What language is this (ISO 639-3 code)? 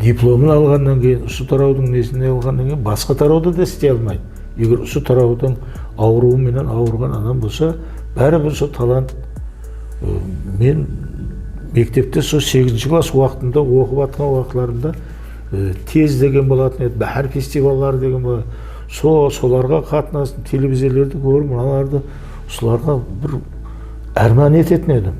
kaa